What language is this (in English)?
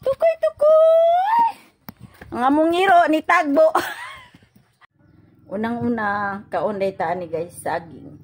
Cebuano